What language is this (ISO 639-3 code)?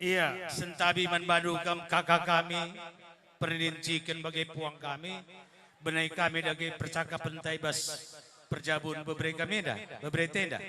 btx